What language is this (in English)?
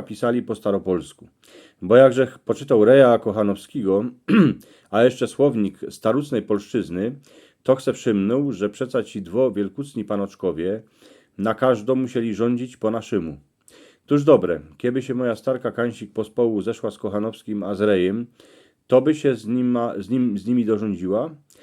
Silesian